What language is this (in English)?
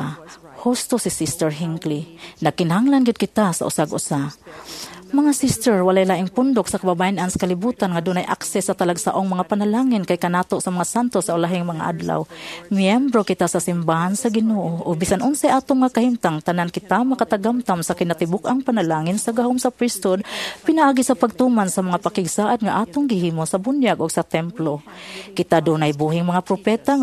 Cebuano